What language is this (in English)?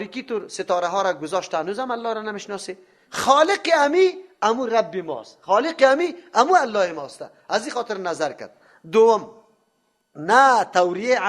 Persian